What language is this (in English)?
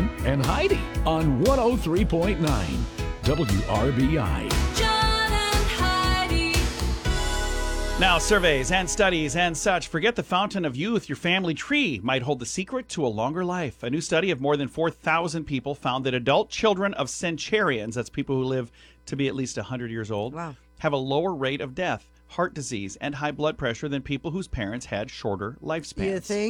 English